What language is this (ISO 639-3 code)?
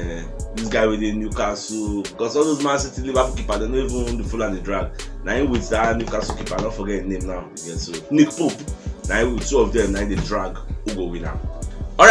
pcm